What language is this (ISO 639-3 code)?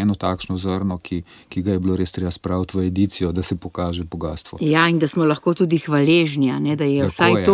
slv